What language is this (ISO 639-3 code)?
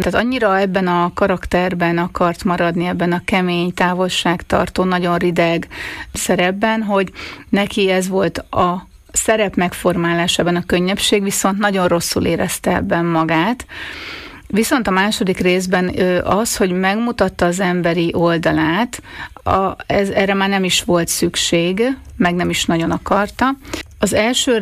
hun